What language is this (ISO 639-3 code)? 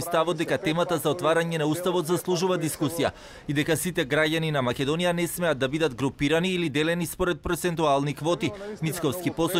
mkd